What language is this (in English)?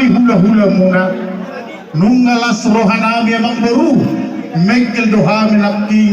Batak Toba